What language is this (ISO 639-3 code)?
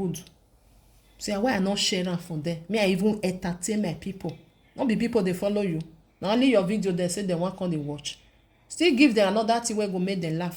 pcm